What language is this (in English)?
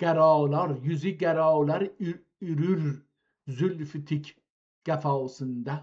South Azerbaijani